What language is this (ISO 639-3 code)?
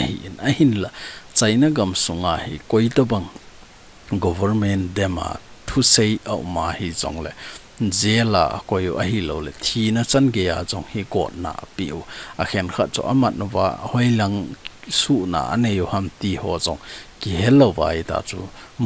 tcz